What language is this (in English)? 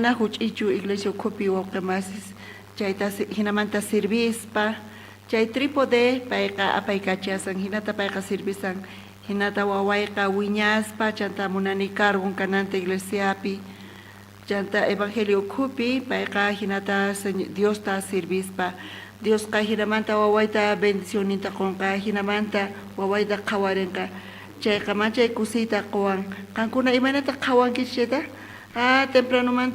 South Bolivian Quechua